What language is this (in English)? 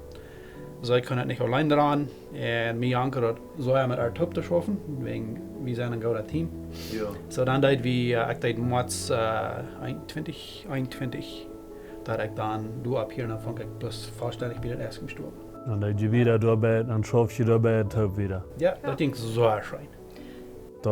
Plautdietsch